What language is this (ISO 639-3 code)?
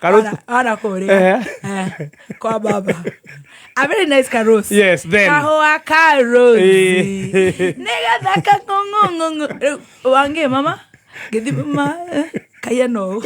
kik